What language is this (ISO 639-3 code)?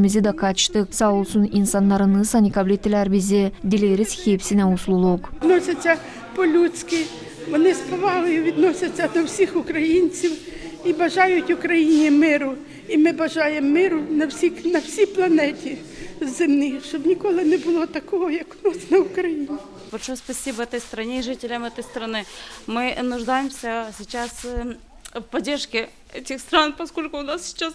gag